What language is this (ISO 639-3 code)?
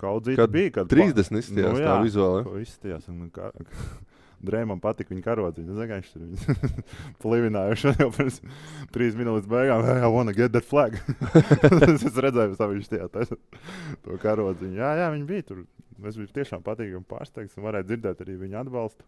lav